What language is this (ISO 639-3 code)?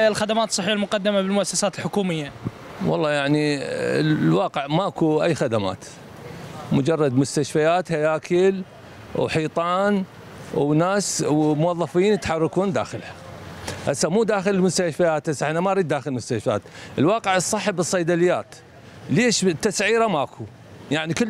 acm